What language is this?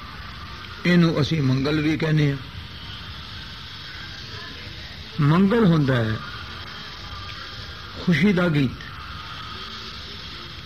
Punjabi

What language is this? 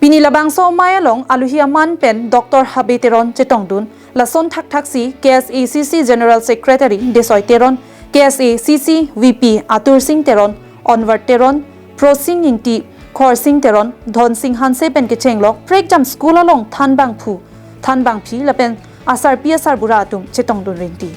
Karbi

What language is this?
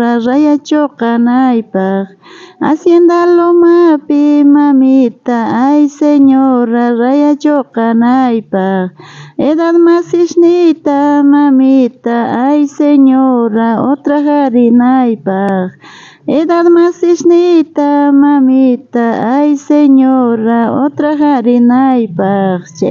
South Bolivian Quechua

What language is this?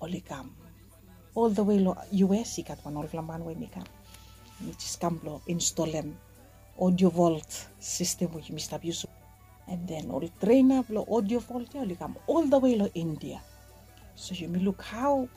Bislama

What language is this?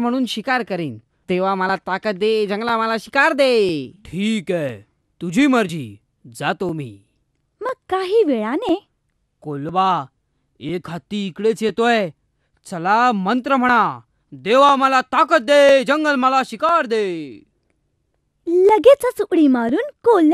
Marathi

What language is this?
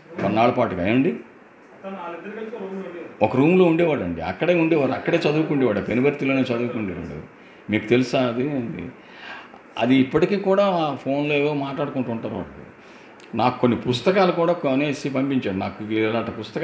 Telugu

